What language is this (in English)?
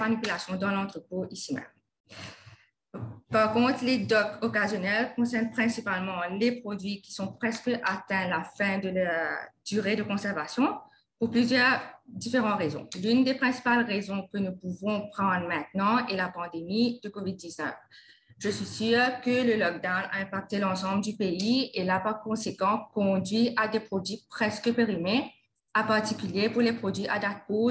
French